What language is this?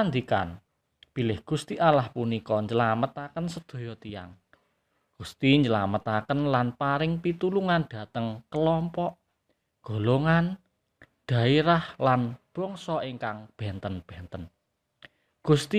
Javanese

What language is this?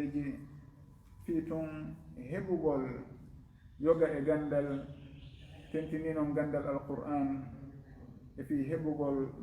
Fula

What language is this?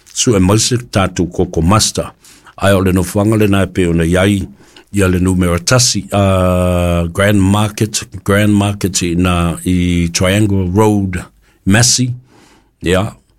Samoan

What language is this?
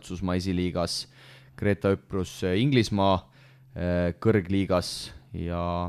Estonian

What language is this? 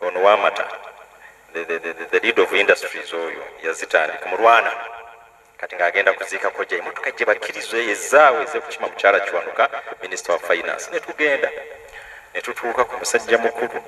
Ganda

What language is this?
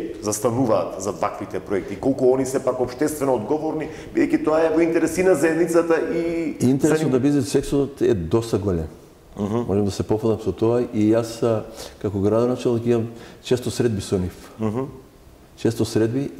Macedonian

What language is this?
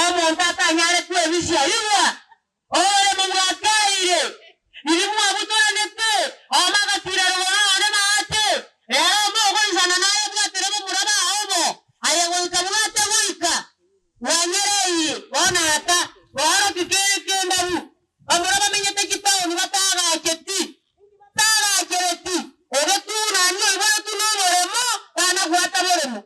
Gusii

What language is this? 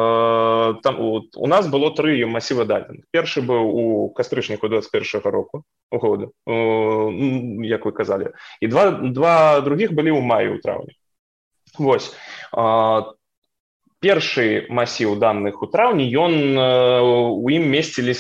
Belarusian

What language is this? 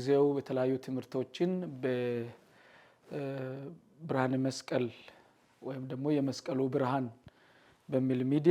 Amharic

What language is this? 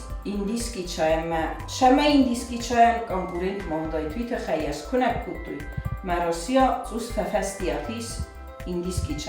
Ossetic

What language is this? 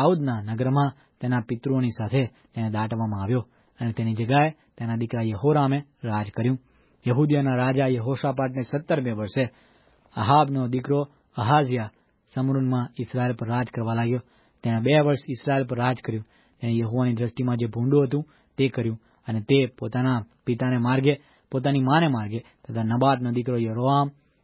Gujarati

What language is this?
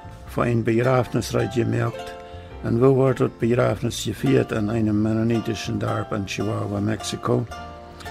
Plautdietsch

